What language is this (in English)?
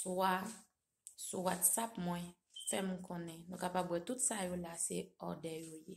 Haitian Creole